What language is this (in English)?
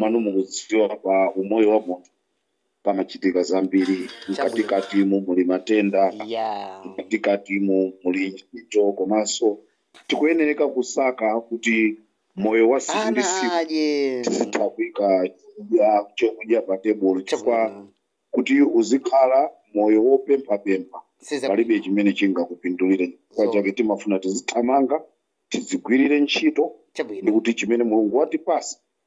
Nyanja